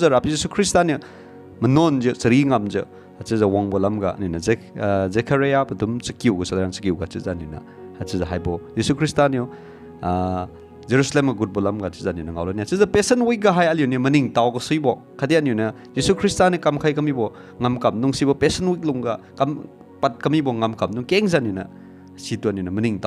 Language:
Liangmai Naga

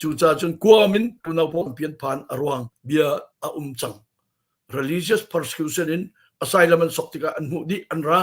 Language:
Hakha Chin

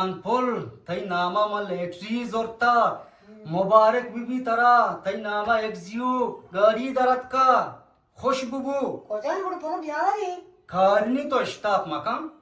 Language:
Eastern Balochi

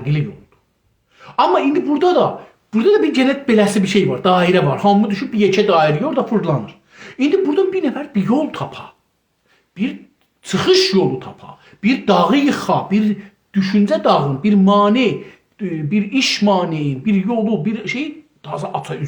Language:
South Azerbaijani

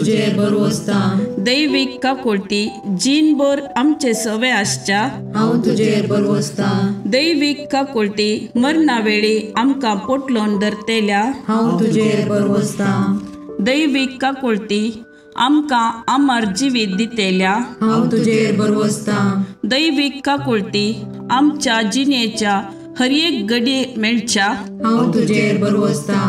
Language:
Konkani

